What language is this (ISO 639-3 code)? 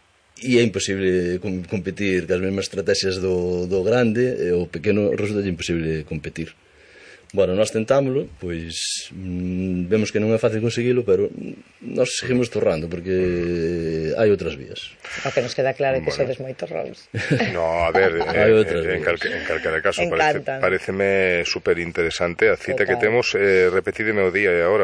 glg